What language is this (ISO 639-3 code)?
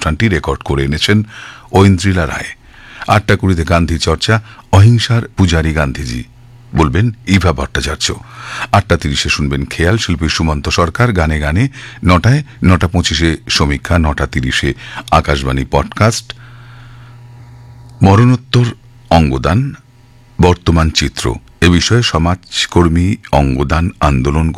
ben